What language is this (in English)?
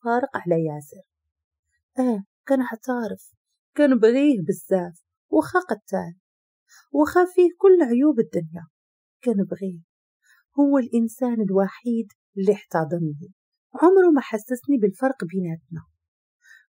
Moroccan Arabic